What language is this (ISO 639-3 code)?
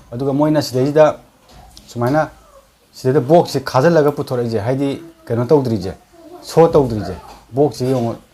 mni